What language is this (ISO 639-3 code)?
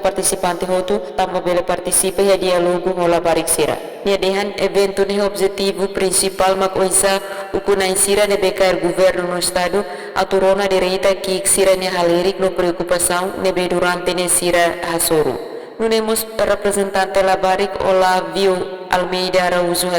tet